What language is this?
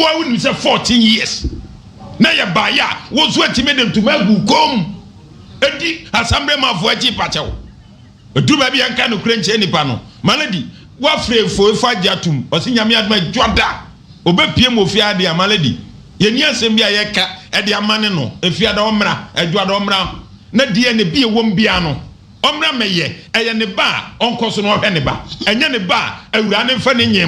Akan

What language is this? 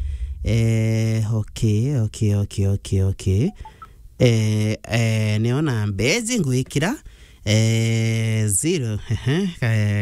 Meru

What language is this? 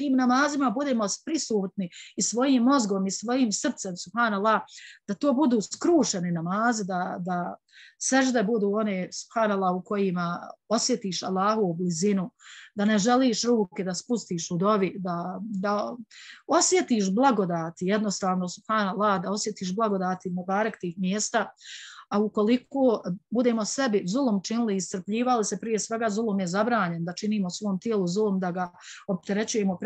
Bosnian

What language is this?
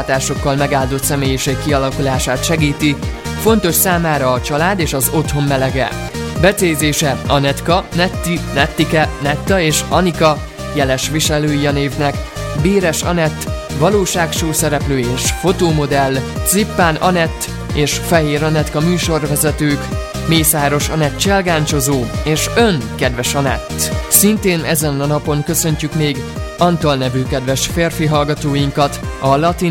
Hungarian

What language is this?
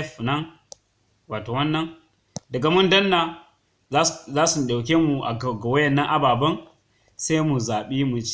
Hausa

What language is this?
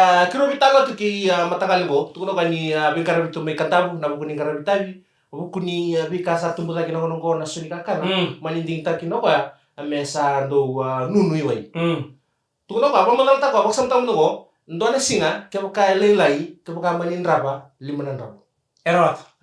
Fijian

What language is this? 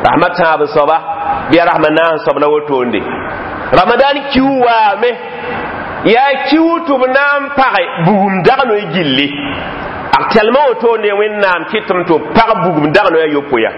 Mossi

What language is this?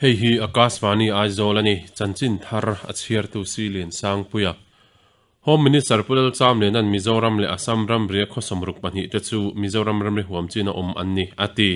Mizo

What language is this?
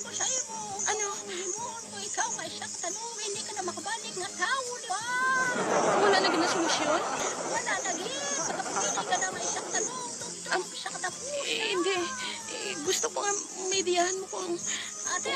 Hiligaynon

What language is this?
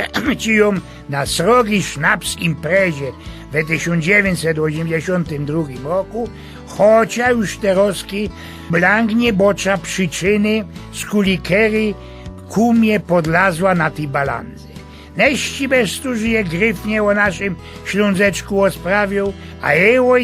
Silesian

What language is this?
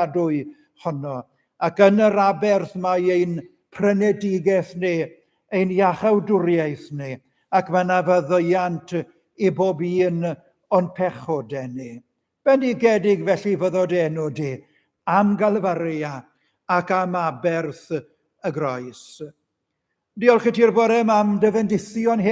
Welsh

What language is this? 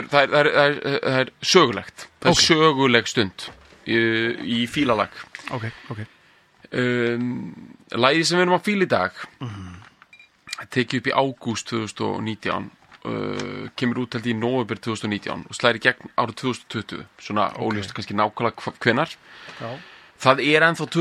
Icelandic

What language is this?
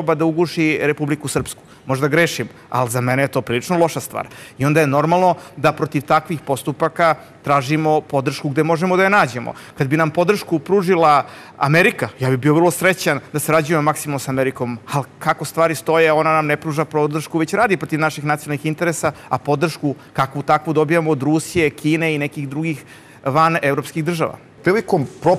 Serbian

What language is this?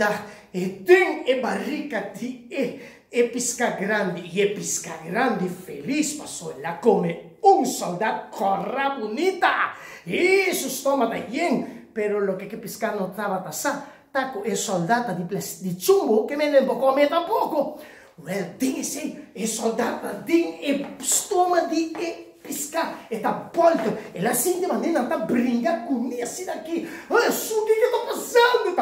Papiamento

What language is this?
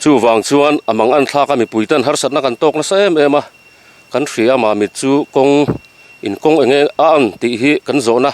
Mizo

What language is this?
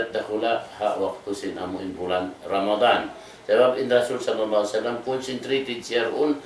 Tausug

